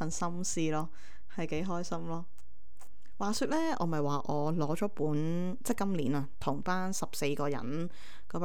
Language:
Cantonese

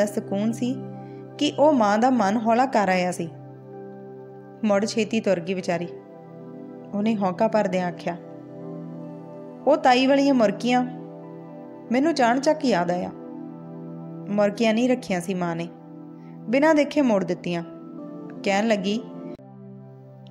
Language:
Punjabi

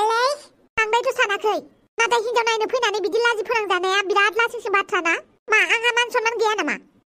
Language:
Bodo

